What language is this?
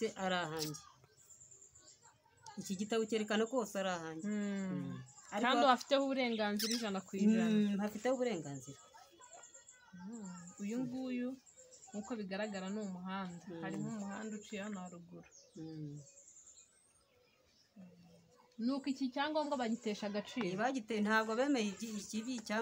Kinyarwanda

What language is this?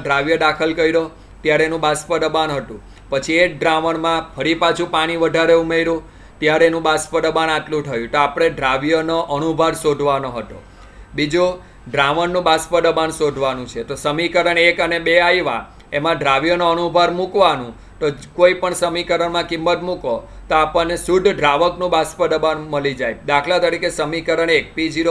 Gujarati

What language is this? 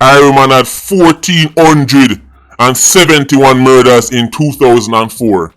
Jamaican Creole English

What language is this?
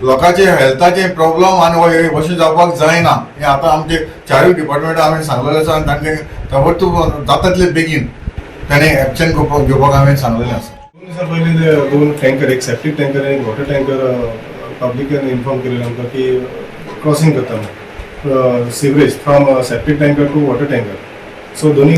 Konkani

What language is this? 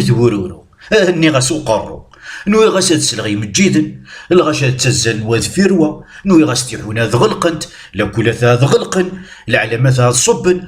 Kabyle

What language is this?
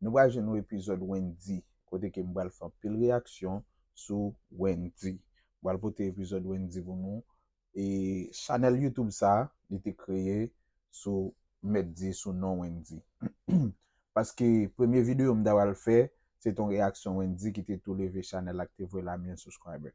Haitian Creole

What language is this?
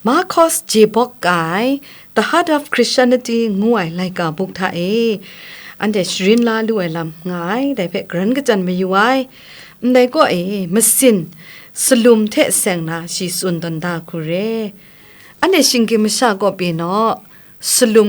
Kachin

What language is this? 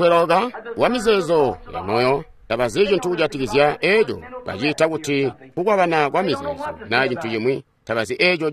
Tonga (Zambia)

